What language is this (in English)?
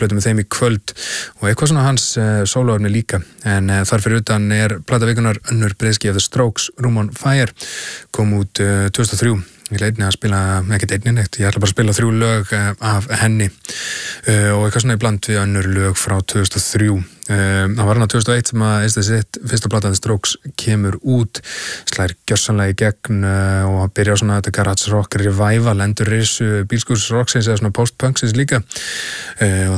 Icelandic